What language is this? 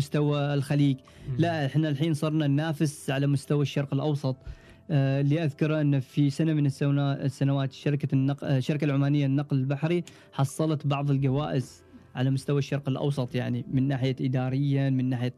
Gulf Arabic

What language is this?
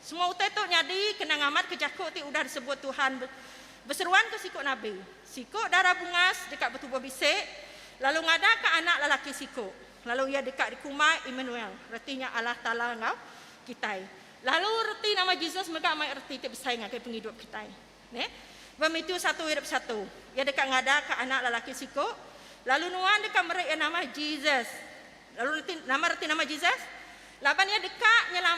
Iban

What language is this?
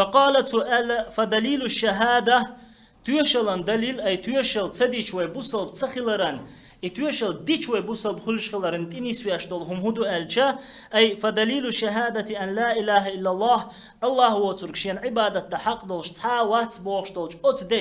Chechen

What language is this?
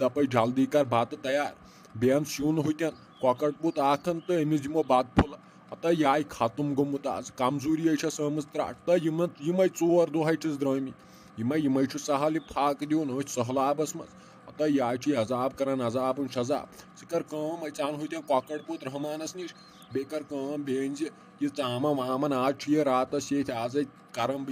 Kashmiri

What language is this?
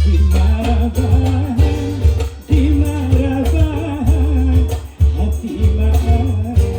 Banjar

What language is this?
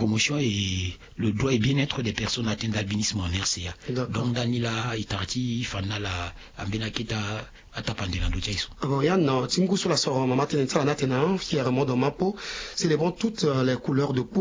Sango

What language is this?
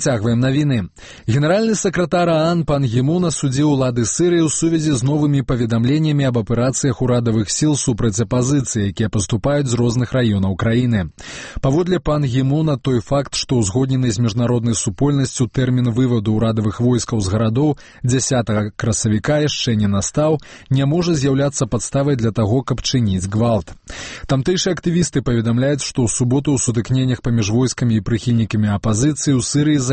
Belarusian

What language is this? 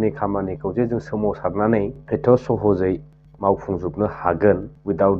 Bodo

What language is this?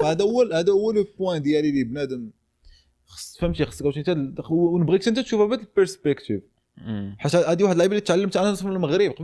Moroccan Arabic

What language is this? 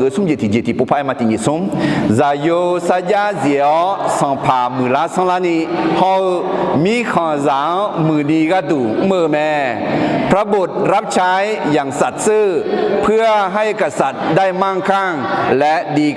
Akha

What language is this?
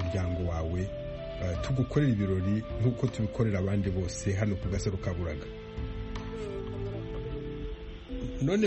Kinyarwanda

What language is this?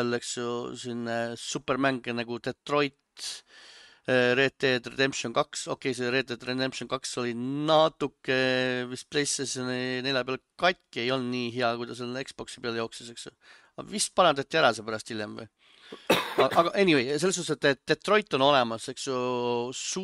Estonian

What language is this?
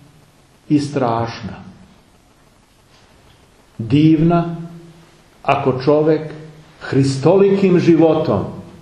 Serbian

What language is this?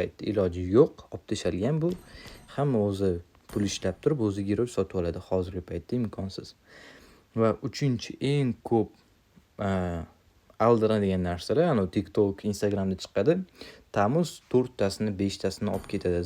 Uzbek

